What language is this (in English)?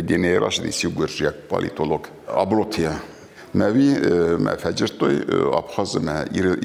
Ossetic